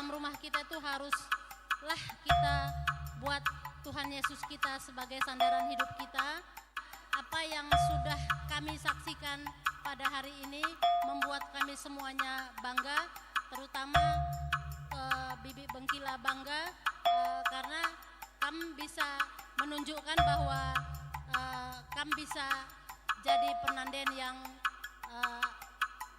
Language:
Batak Karo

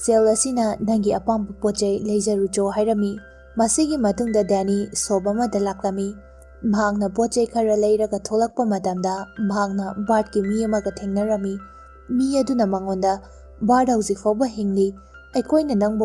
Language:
Manipuri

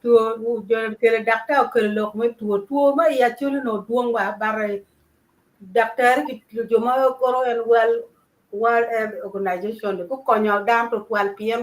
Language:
Acoli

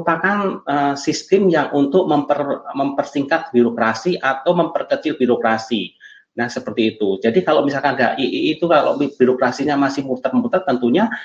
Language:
Indonesian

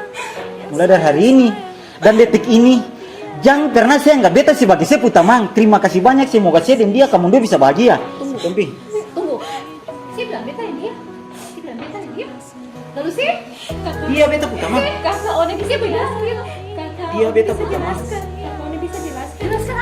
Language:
Ambonese Malay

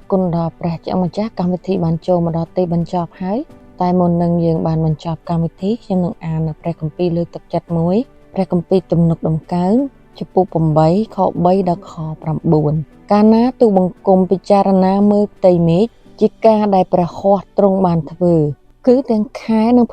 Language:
Khmer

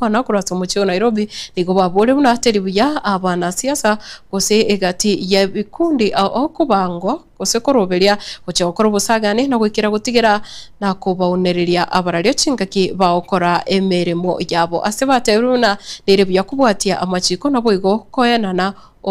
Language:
Gusii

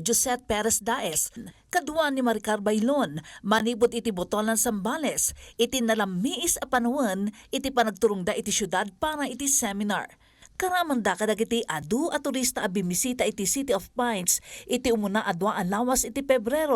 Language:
Iloko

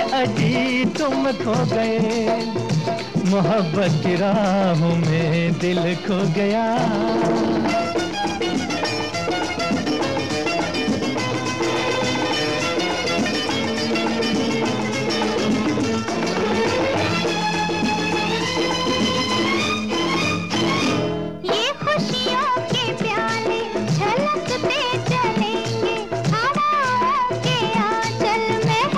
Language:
Hindi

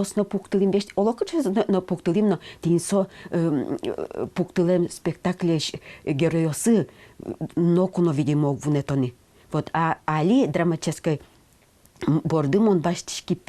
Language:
Udmurt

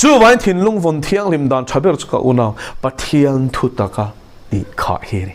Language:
Mizo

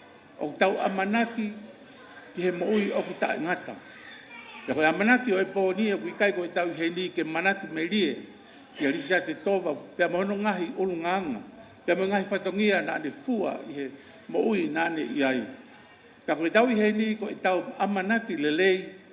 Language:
Tongan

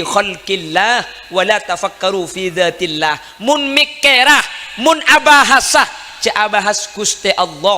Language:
Madurese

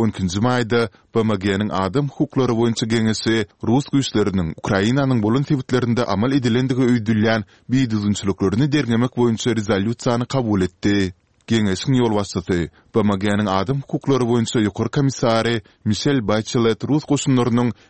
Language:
Turkmen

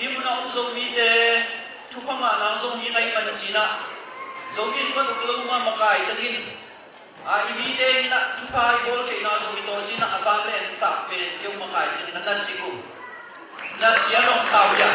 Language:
Tedim Chin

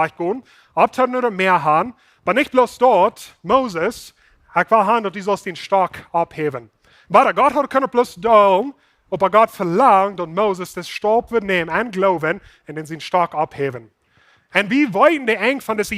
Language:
Plautdietsch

